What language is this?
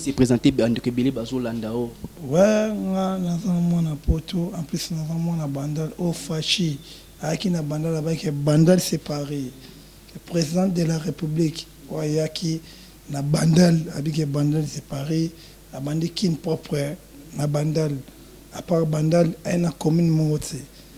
Lingala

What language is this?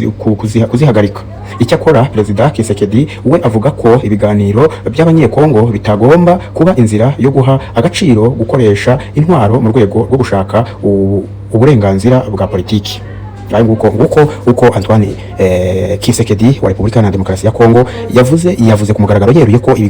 Kinyarwanda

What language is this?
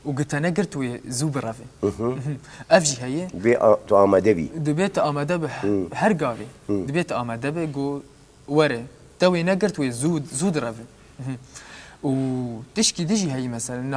Kurdish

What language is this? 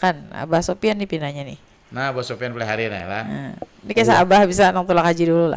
Banjar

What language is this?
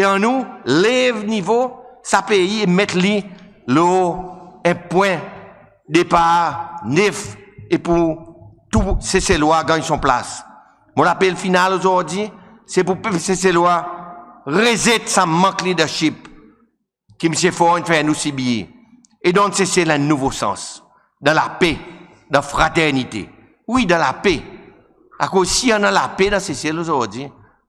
Seselwa Creole French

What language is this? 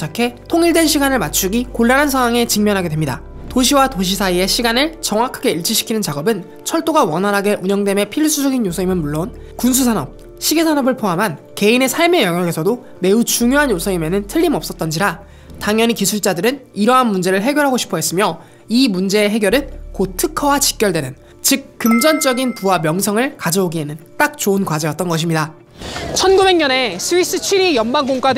Korean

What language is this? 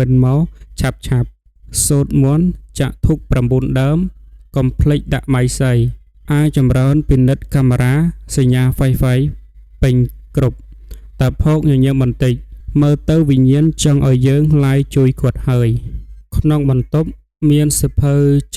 Khmer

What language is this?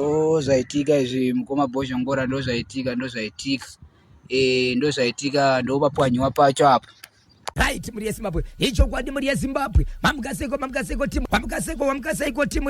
Shona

